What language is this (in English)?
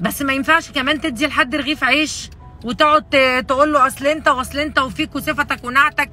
Egyptian Arabic